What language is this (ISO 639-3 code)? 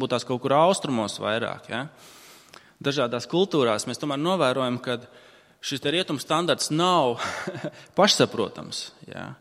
lav